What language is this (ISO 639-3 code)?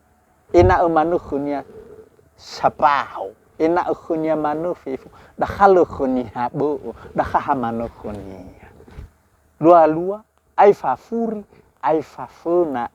nia